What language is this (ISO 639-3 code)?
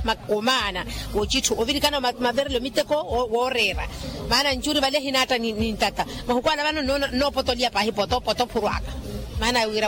vmw